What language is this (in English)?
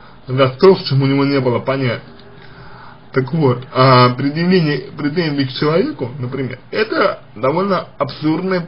Russian